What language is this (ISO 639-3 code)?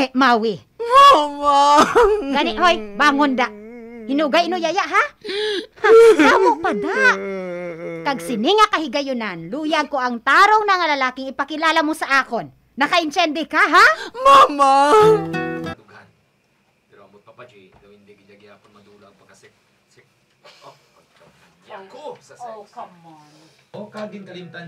hil